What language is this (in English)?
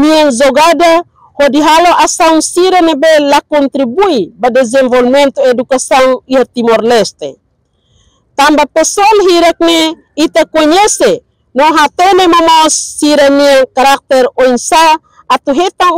Tetum